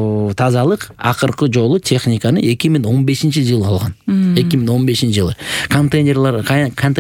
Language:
Kyrgyz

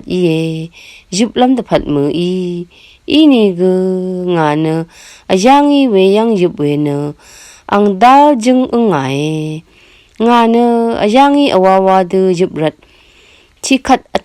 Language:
Rawang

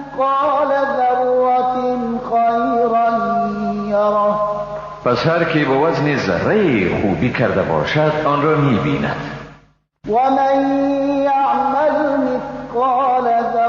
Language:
Persian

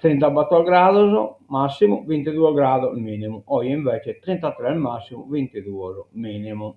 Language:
Sardinian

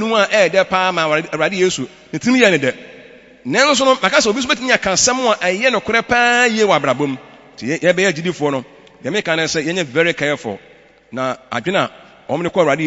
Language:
Akan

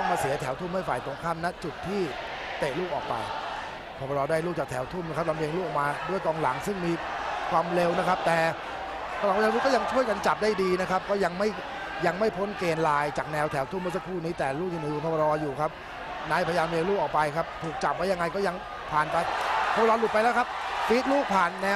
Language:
Thai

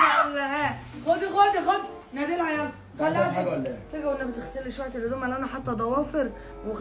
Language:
Egyptian Arabic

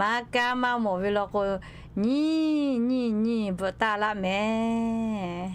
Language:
Lahu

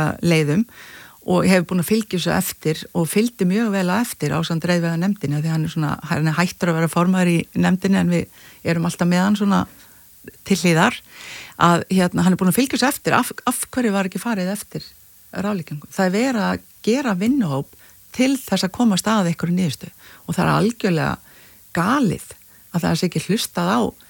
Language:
Icelandic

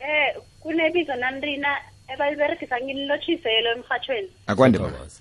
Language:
South Ndebele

